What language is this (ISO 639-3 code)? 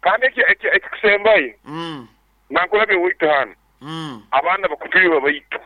nyo